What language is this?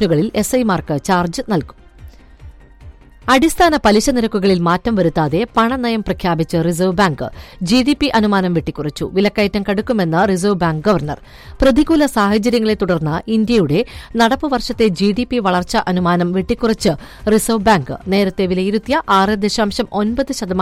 Malayalam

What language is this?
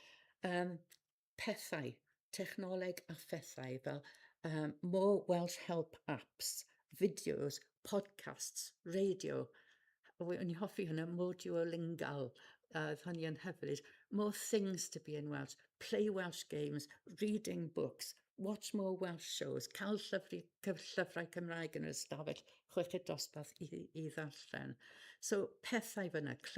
Welsh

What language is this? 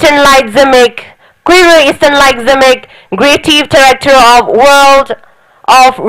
Tangkhul Naga (India)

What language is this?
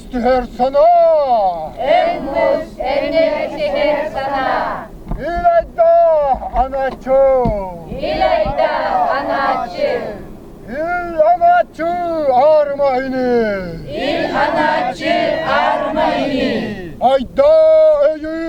Yakut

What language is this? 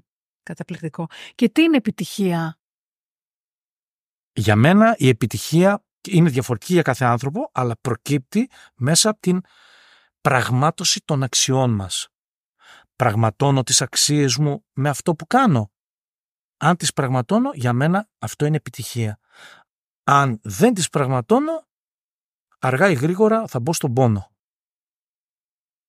Greek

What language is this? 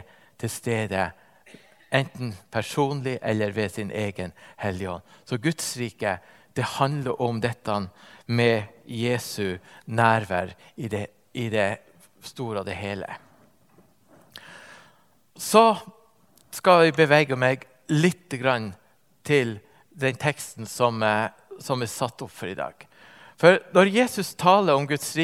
Norwegian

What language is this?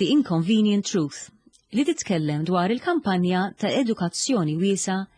Maltese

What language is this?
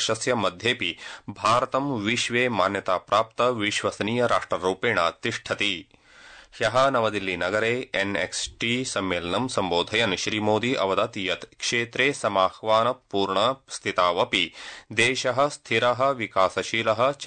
Sanskrit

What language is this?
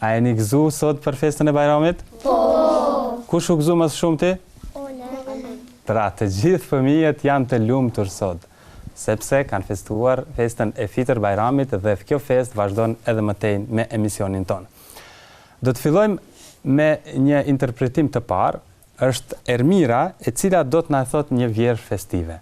Albanian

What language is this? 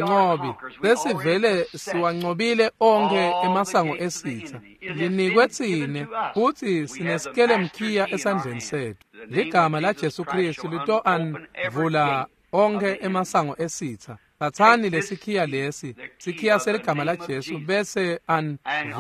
Swati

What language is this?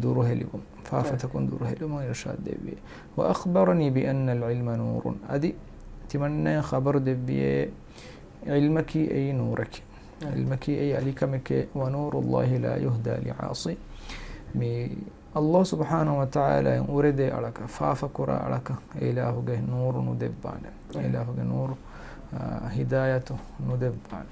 Divehi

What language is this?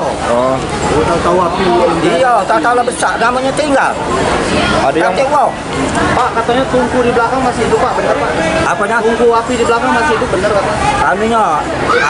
Musi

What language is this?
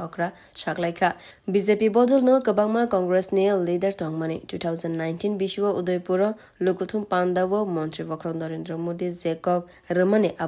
Kok Borok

